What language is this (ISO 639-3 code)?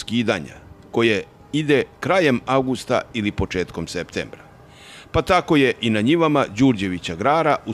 srp